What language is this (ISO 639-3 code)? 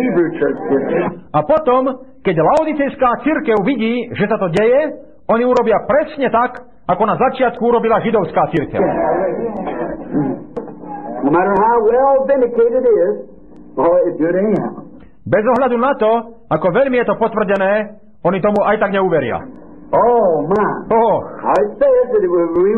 slk